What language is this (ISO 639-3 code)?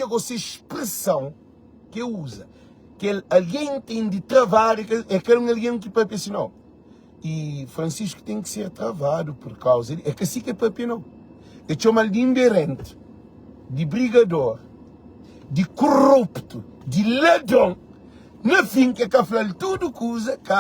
kea